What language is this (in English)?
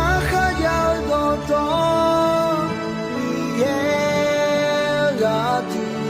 Akha